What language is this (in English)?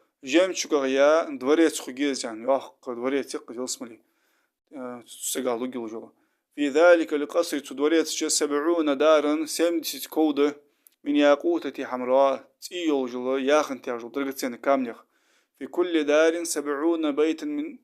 Ingush